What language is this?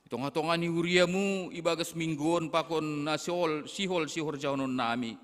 Batak Simalungun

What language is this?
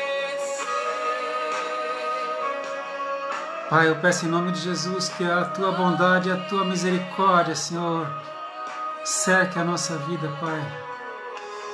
Portuguese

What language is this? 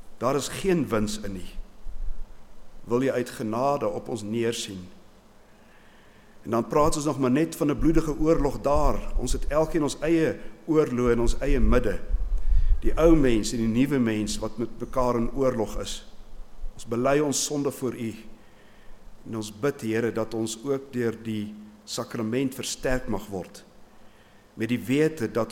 Afrikaans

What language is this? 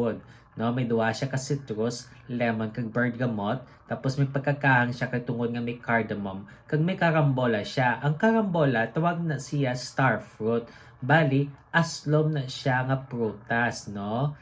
Hiligaynon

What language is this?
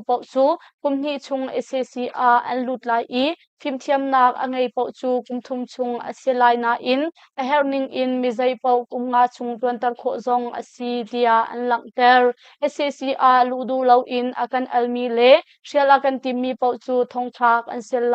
Hakha Chin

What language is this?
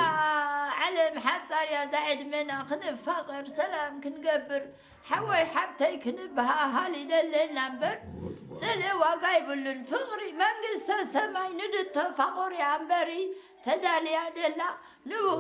Tigrinya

